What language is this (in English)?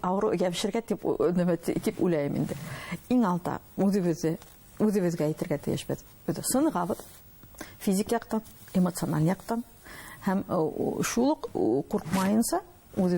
Bashkir